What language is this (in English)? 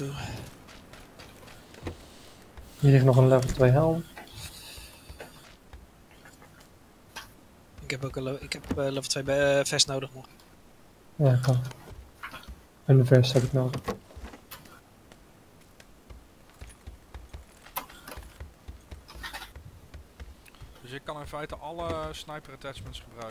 Dutch